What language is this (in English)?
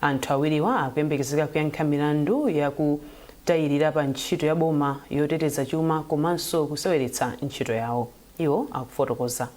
Nyanja